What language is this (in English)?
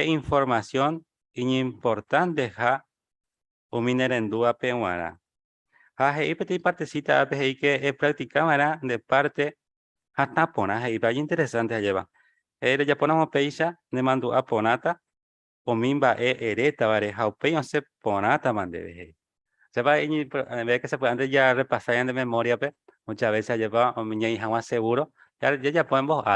Guarani